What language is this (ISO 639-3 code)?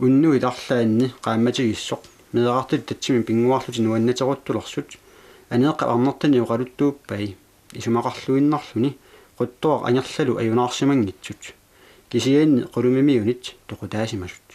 kal